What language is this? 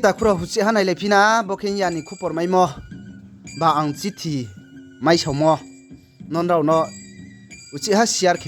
Riang (India)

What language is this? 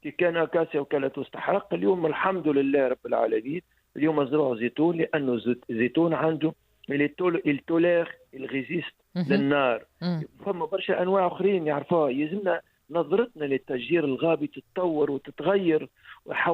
Tunisian Arabic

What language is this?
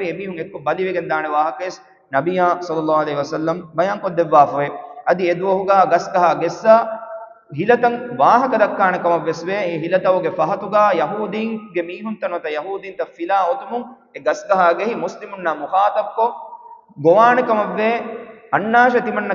Divehi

